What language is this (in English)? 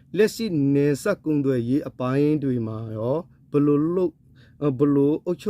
S'gaw Karen